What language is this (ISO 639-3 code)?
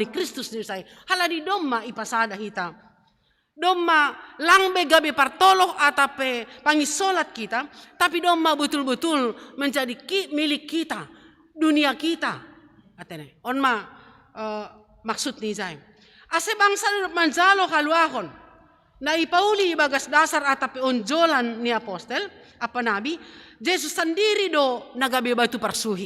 bts